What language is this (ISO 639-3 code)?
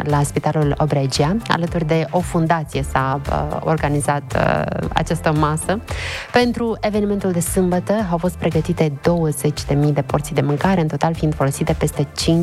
ron